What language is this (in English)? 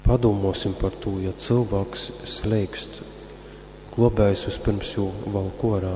Latgalian